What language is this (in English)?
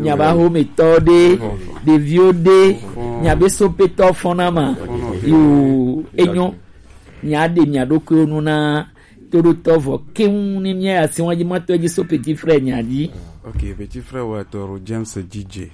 Gen